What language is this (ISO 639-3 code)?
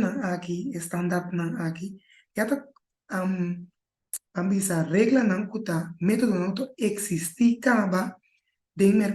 pap